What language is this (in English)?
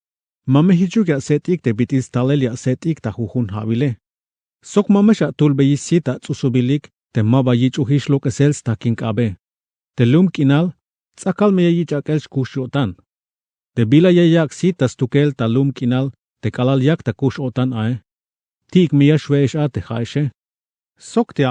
Tzeltal